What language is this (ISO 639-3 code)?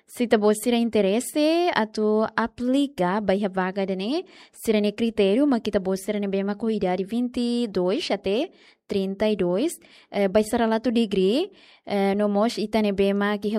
tet